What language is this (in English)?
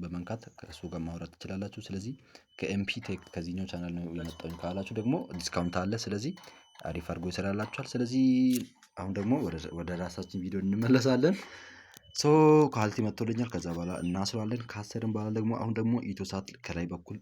Amharic